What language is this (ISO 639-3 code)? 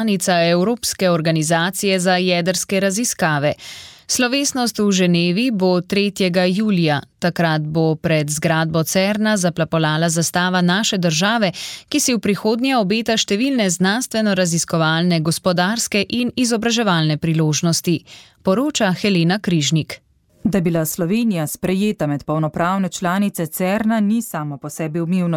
slv